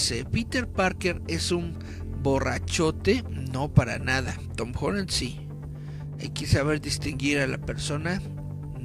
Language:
Spanish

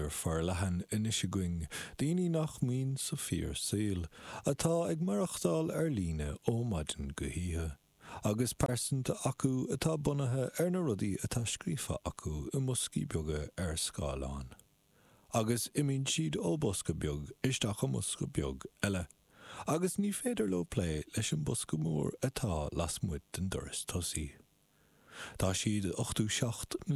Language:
Irish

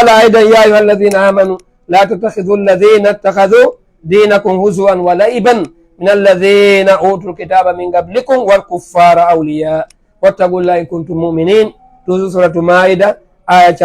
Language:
Fula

